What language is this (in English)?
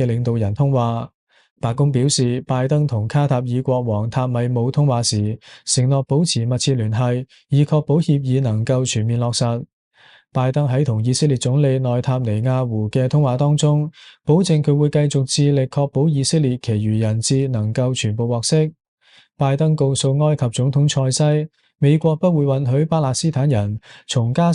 Cantonese